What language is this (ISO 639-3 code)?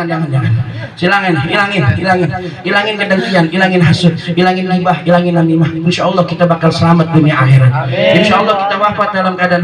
bew